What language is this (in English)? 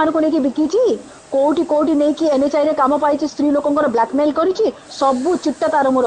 Odia